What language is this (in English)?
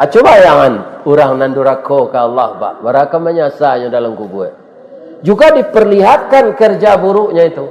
Minangkabau